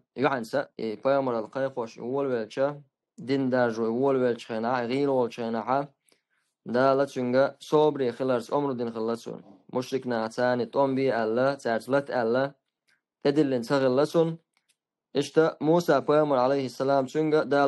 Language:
Chechen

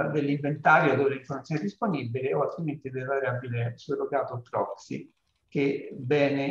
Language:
Italian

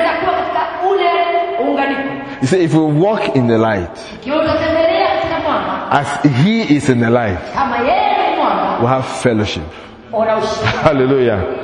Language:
Swahili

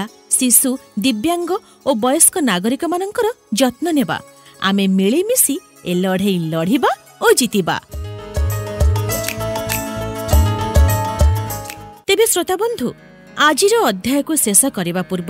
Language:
Odia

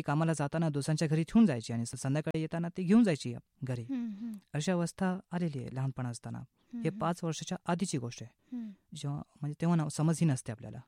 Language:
Marathi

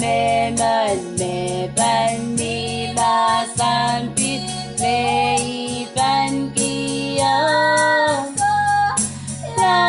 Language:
Pohnpeian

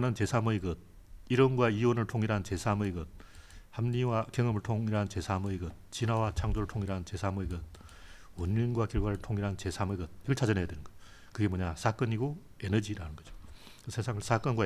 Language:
Korean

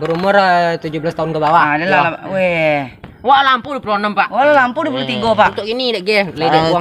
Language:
Minangkabau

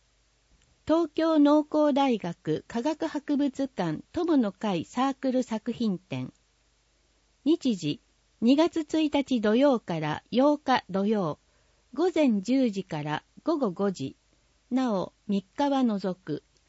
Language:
Japanese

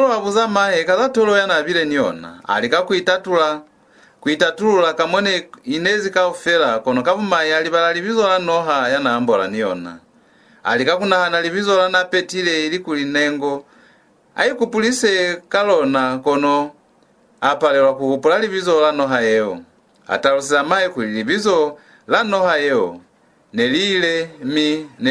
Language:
Lozi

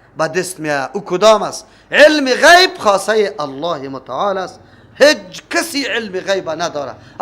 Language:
Persian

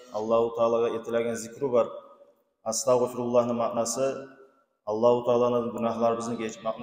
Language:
Kumyk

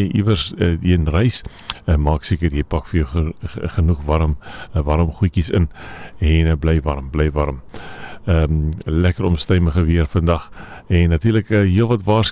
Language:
Afrikaans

